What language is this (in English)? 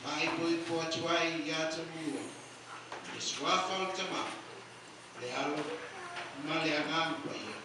Samoan